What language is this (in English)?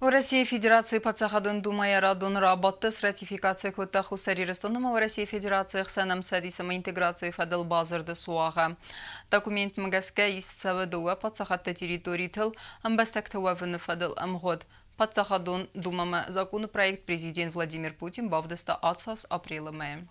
Ossetic